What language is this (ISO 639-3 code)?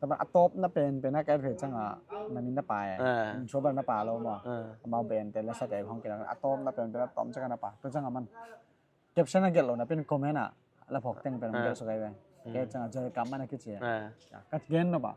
ctd